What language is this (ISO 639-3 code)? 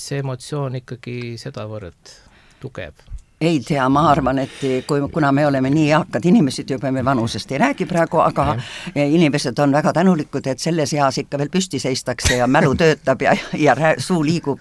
est